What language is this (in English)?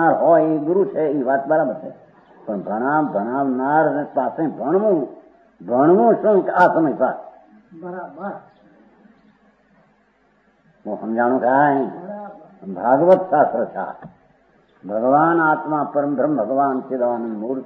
Gujarati